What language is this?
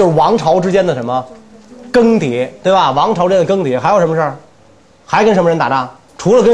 Chinese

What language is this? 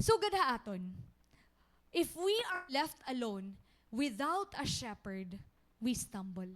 Waray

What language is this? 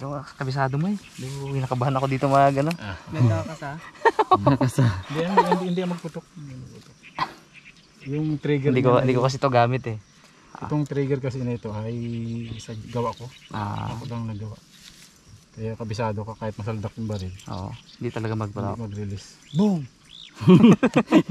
Filipino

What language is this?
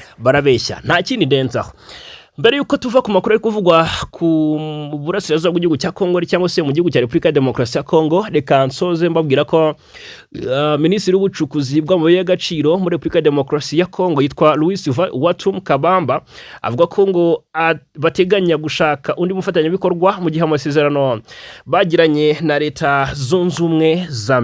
Kinyarwanda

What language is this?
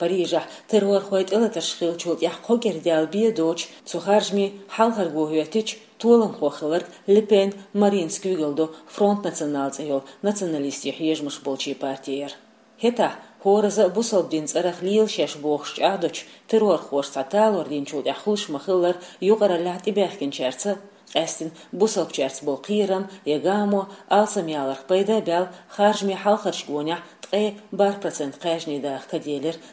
Chechen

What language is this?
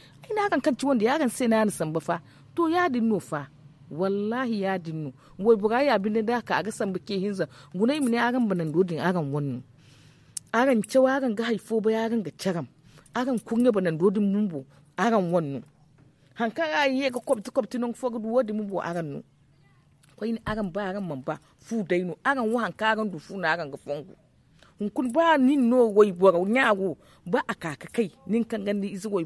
Zarma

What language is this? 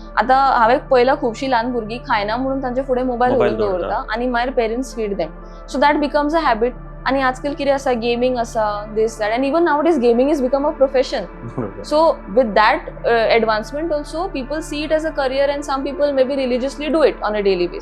Konkani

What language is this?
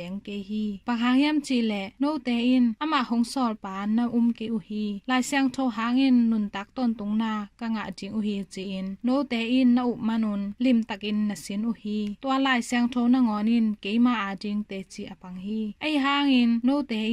Tedim Chin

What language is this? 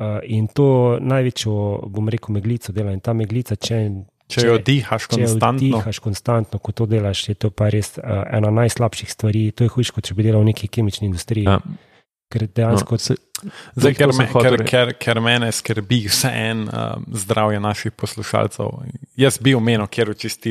Slovenian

